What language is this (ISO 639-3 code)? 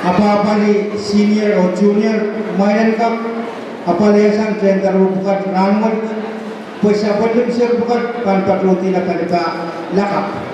pon